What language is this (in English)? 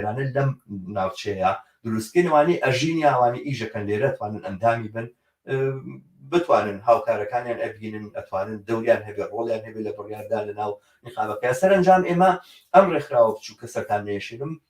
Central Kurdish